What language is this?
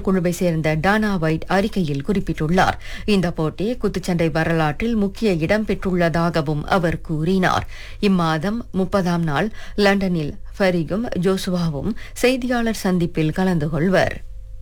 Tamil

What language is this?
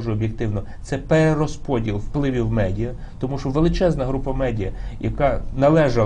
Ukrainian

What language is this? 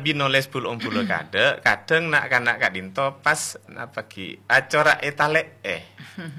Madurese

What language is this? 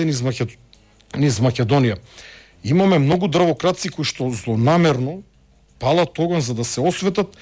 Macedonian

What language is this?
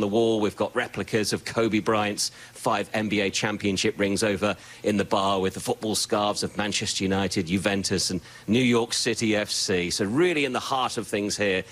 English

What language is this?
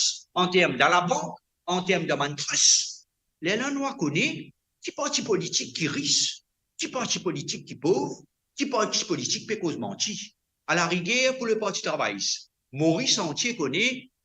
Morisyen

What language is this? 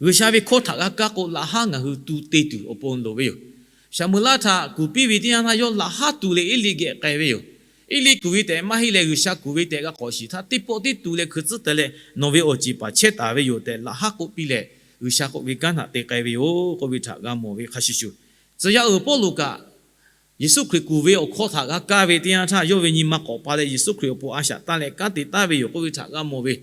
Lahu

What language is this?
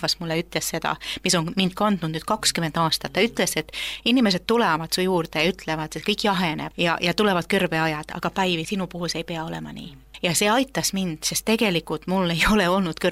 Estonian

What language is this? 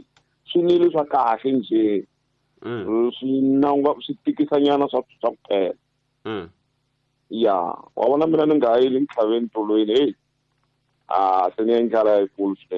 Tsonga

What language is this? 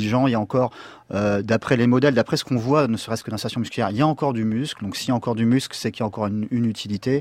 French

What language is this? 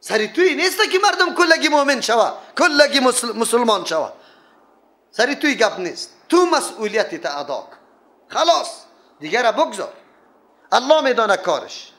Persian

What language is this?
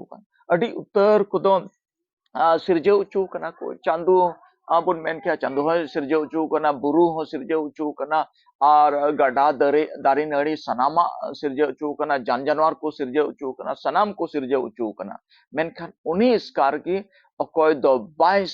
Santali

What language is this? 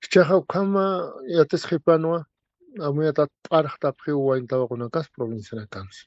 Aymara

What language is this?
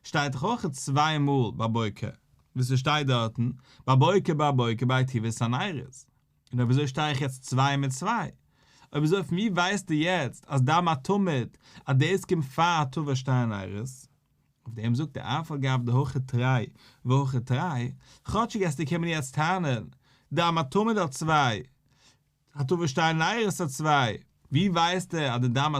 Yiddish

